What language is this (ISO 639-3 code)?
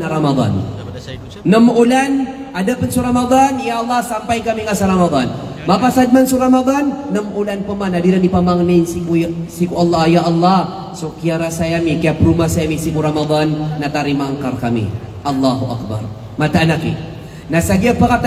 mrw